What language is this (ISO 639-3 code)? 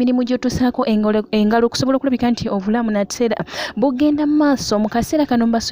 lug